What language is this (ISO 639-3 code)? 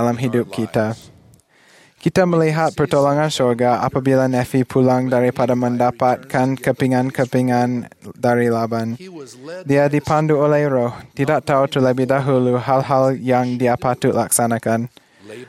msa